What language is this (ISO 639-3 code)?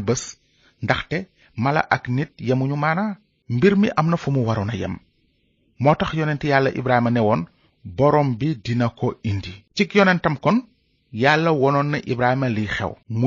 wol